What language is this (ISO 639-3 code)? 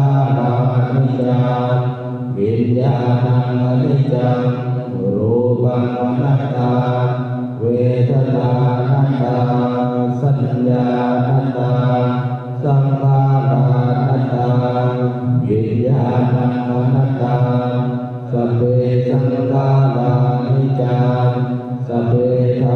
pli